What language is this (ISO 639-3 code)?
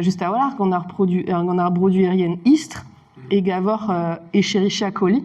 bre